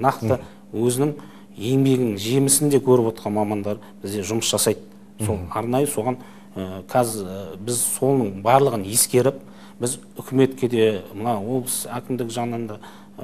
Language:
Kazakh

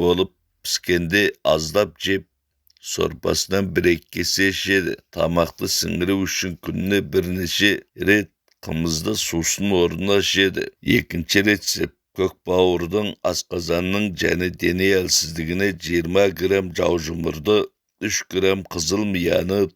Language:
Kazakh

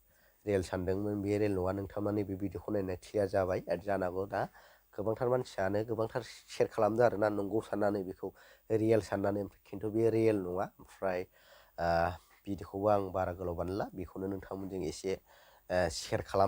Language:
Bodo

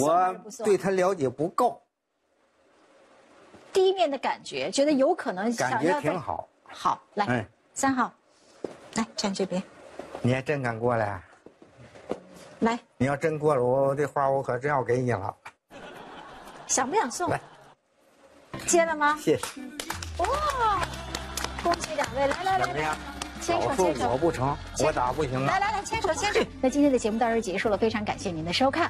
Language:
Chinese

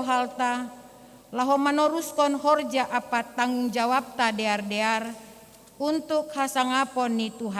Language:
Batak Simalungun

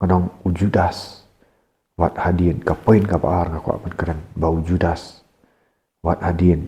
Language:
Khasi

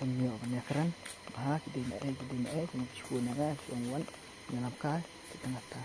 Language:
Khasi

